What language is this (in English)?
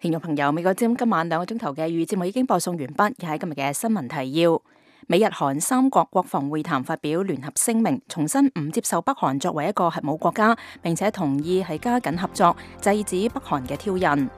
Cantonese